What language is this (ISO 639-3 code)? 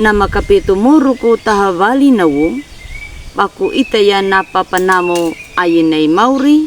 akg